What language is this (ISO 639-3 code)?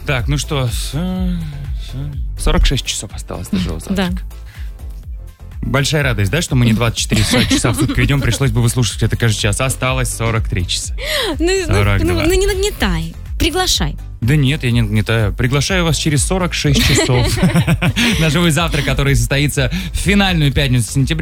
rus